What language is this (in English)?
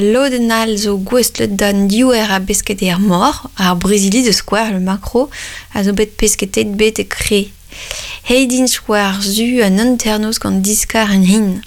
Breton